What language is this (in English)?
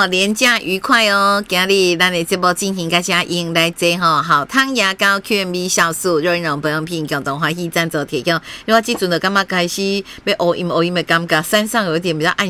Min Nan Chinese